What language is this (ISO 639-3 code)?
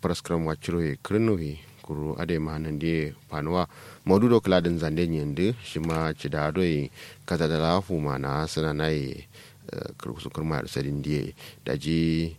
kau